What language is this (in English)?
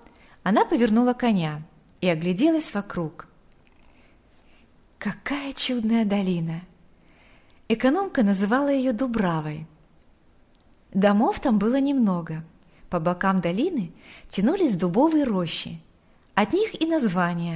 Russian